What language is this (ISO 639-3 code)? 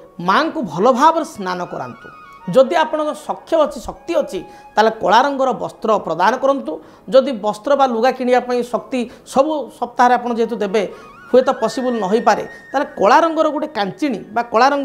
ori